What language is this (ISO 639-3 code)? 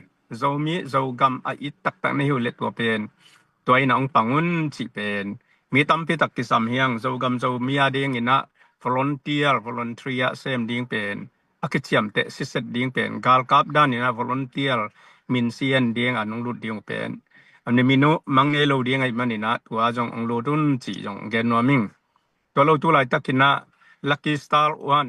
ctd